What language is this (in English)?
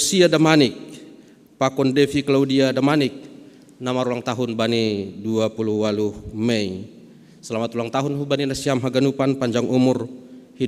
Batak Simalungun